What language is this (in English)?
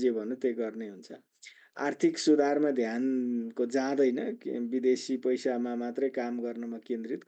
Nepali